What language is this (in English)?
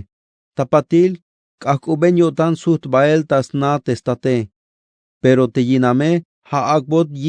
Tzeltal